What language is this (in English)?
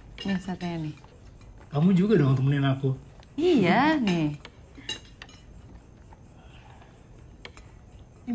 Indonesian